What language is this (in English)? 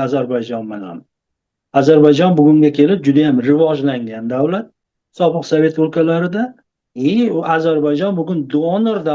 Uzbek